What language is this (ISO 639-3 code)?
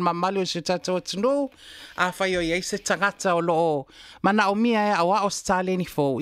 smo